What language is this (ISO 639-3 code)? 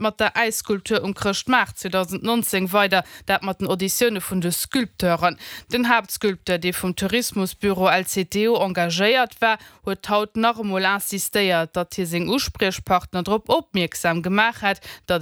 ltz